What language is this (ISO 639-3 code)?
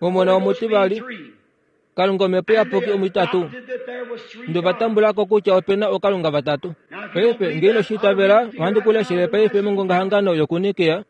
kua